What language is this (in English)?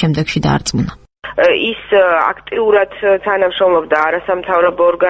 Georgian